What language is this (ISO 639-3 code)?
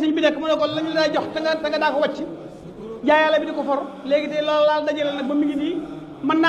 wol